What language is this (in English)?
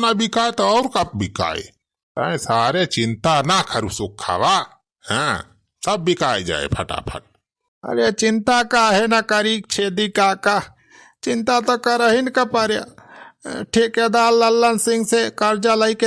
Awadhi